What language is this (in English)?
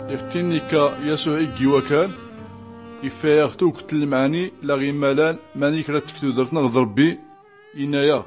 Tachelhit